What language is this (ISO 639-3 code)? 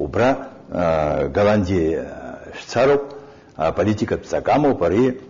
abk